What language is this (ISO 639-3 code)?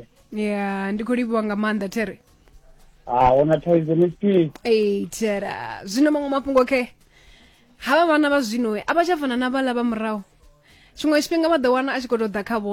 ven